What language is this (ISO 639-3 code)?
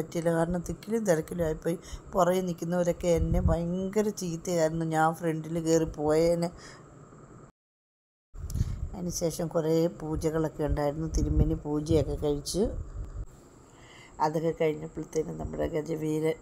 mal